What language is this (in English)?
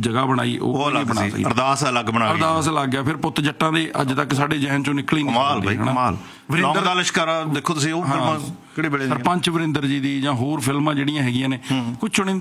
Punjabi